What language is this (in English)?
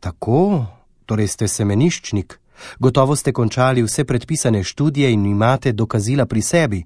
Slovenian